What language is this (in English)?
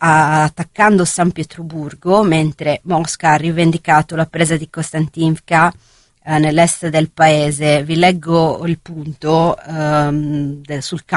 Italian